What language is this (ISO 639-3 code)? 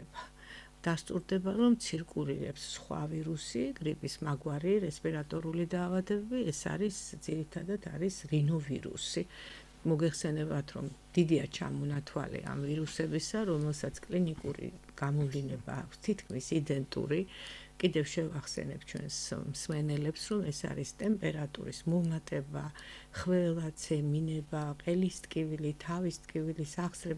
kat